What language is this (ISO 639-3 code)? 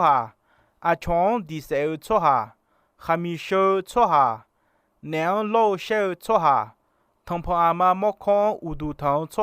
ahk